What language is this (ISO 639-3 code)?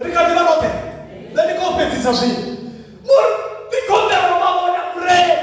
ven